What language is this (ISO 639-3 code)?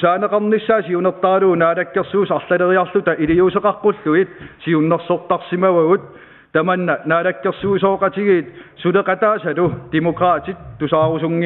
kal